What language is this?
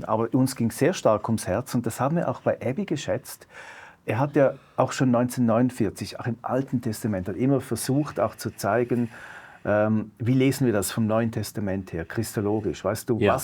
Swiss German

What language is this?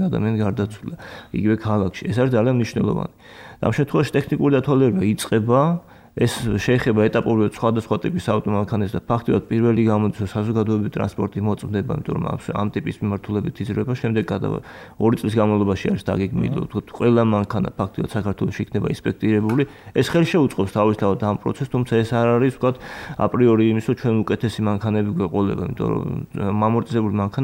Georgian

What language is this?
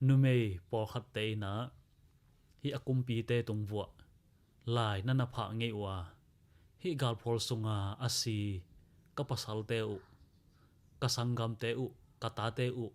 Tedim Chin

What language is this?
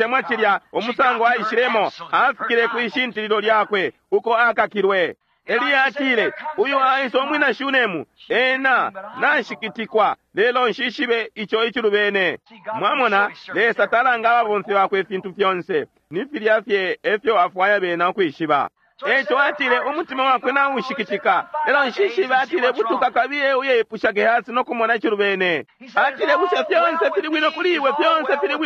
Bemba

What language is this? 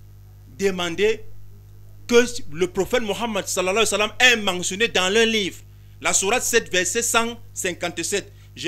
French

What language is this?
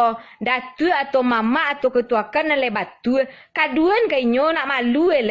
Minangkabau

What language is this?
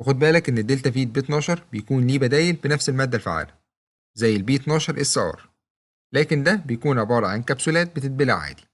Egyptian Arabic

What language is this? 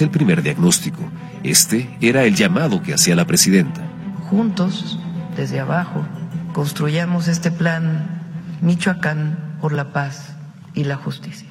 Spanish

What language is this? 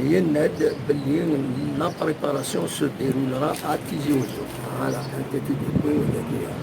Kabyle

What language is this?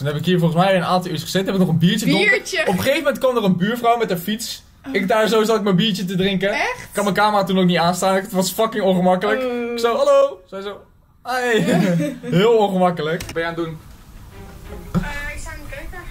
Dutch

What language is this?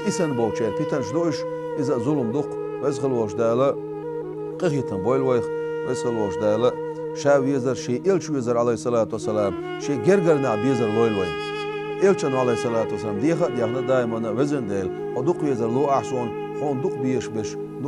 Chechen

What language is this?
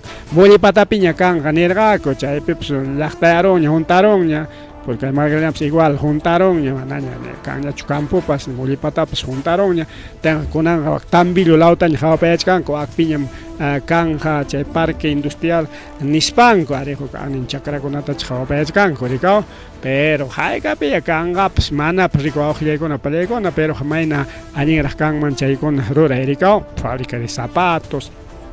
Ayacucho Quechua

